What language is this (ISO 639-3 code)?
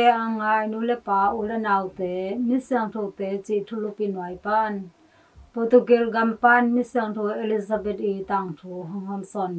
ctd